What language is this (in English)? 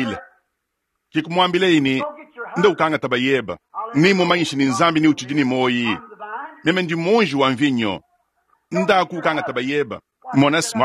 Luba-Lulua